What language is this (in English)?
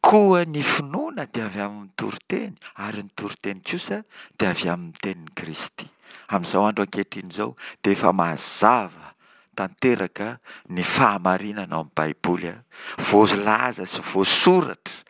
Malagasy